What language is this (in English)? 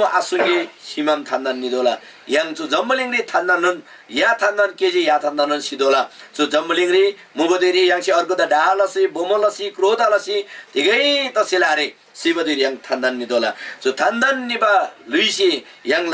Eastern Tamang